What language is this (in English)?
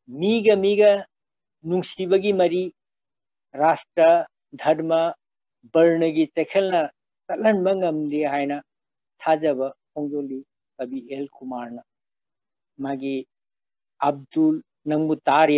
Manipuri